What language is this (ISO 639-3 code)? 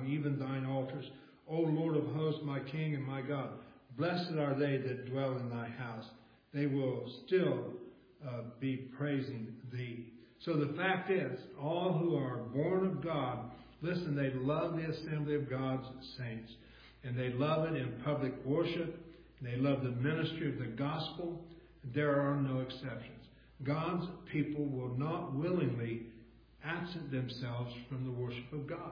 eng